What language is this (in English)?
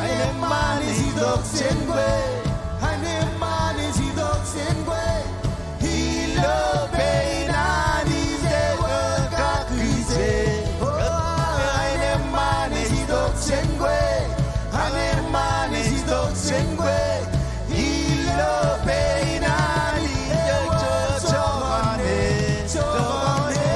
Marshallese